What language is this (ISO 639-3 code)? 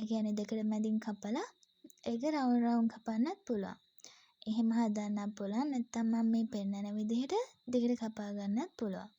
sin